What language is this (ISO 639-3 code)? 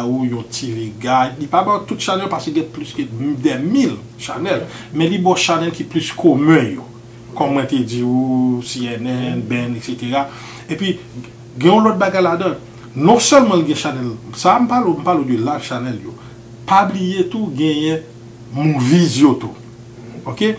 hat